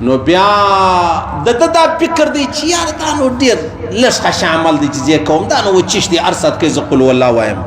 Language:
Pashto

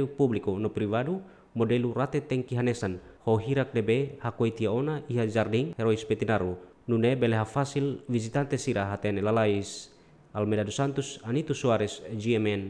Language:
Tetum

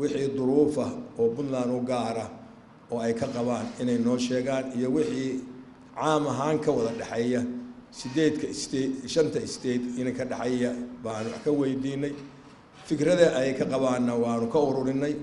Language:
Somali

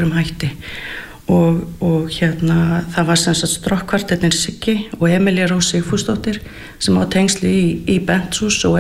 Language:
Icelandic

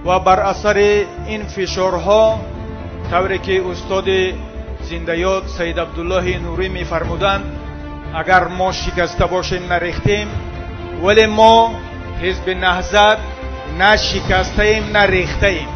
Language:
Tajik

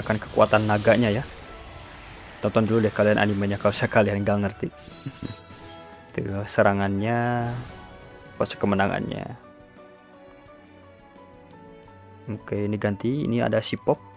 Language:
Indonesian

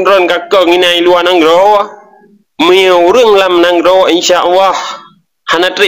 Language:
Achinese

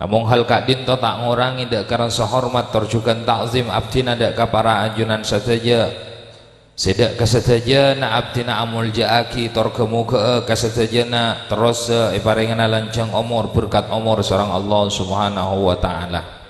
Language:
Madurese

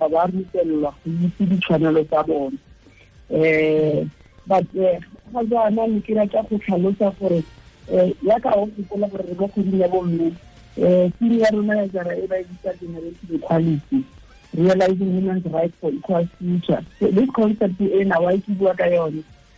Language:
Tswana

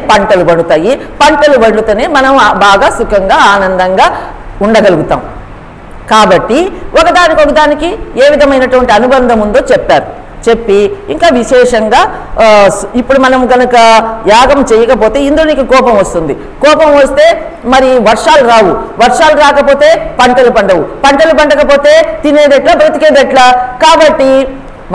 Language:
Telugu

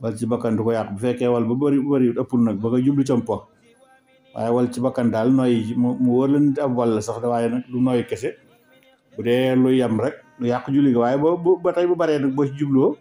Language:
Wolof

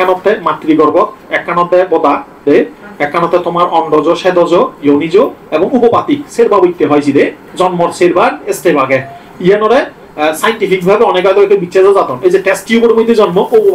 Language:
Chakma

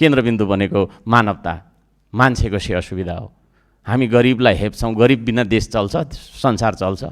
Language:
Nepali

